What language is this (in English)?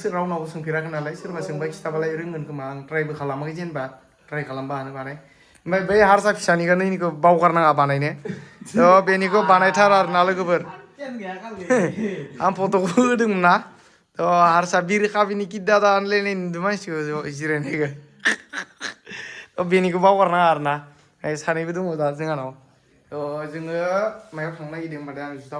Bodo